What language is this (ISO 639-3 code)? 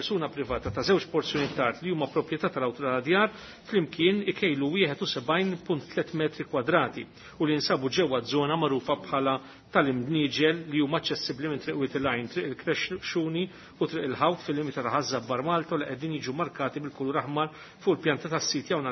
mlt